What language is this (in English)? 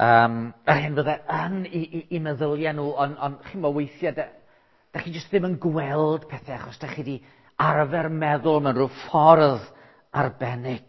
Welsh